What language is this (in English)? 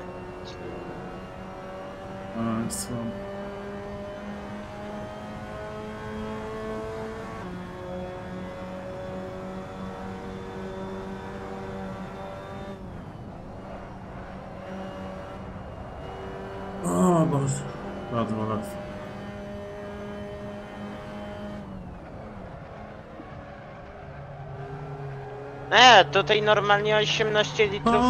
Polish